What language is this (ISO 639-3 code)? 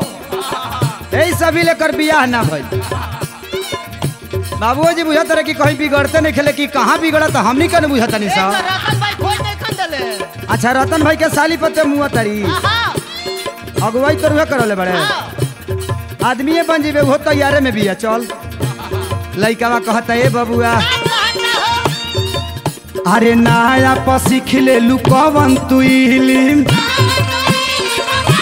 bho